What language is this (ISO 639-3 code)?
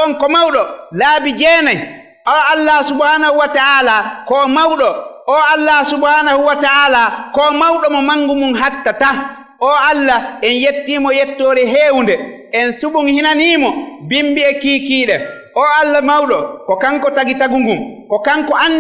ful